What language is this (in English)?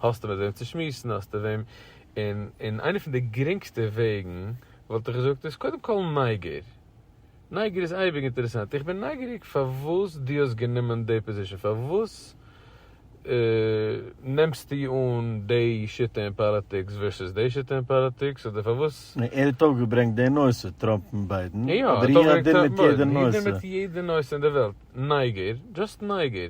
Yiddish